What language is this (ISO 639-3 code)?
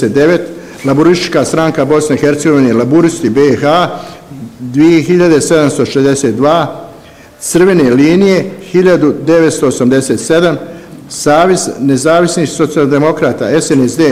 bos